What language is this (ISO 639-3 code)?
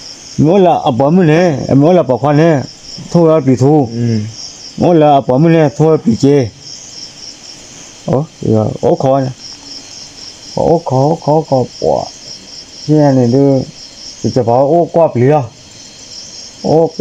ksw